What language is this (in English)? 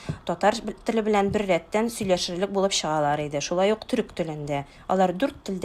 Tatar